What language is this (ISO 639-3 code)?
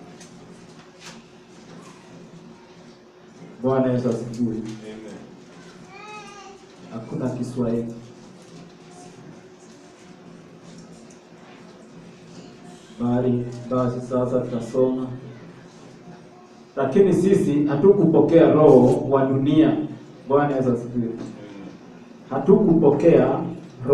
swa